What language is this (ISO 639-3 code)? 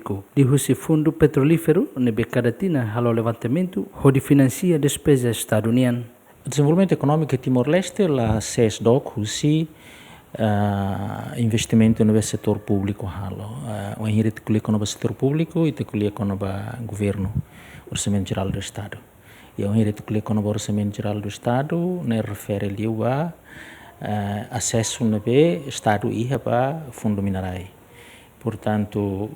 tet